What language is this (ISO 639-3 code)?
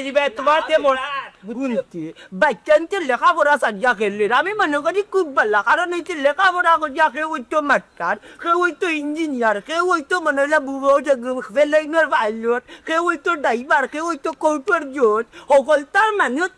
syl